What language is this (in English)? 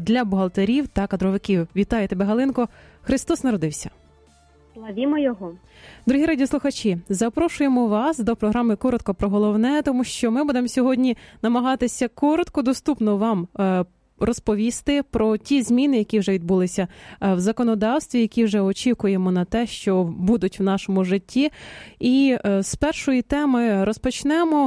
Ukrainian